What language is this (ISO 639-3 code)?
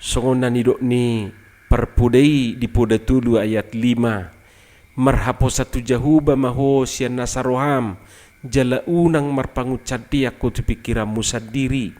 bbc